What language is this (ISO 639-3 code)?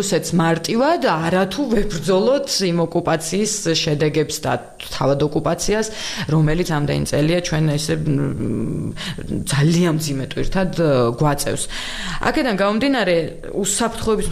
kat